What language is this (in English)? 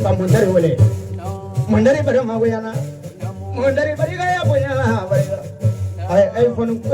Bambara